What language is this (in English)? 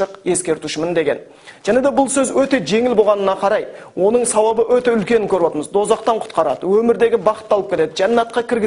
Kazakh